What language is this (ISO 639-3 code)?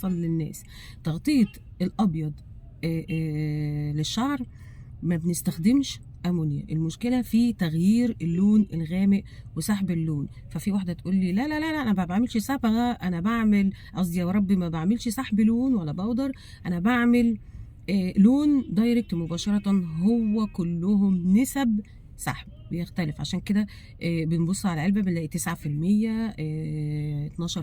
arz